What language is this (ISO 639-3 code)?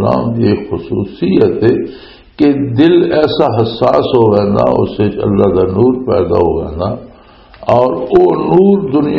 lah